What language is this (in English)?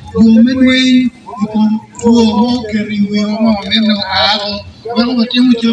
Acoli